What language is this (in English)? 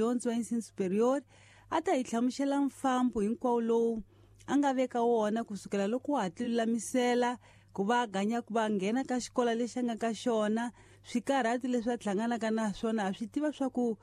Tsonga